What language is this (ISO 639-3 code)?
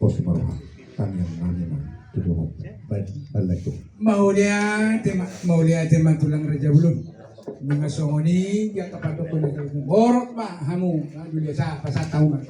bbc